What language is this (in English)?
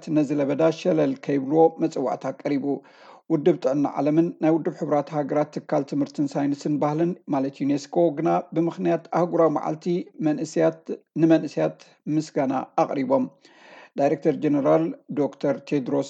Tigrinya